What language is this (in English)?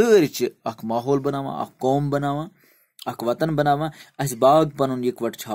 Kashmiri